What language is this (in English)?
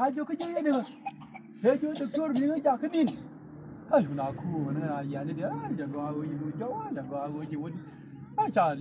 Nuer